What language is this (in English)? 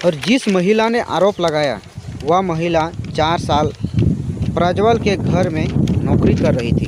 Santali